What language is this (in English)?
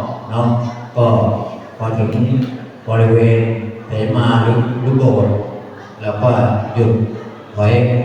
Pali